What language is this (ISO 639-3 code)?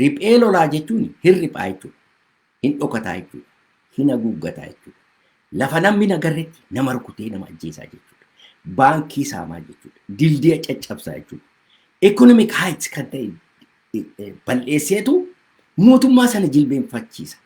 orm